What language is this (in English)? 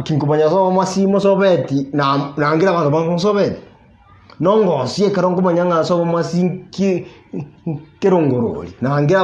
Gusii